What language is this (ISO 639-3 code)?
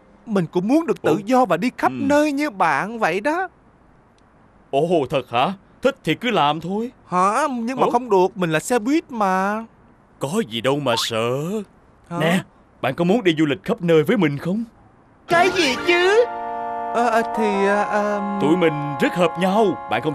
vie